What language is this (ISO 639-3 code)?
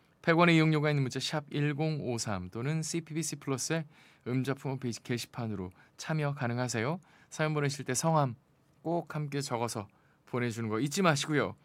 kor